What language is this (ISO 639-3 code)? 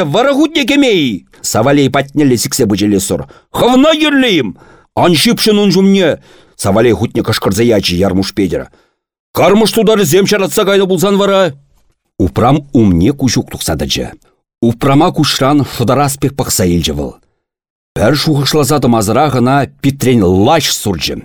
chv